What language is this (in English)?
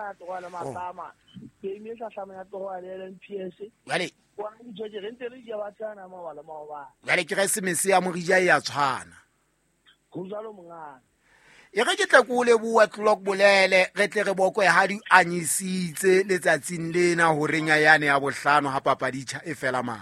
Southern Sotho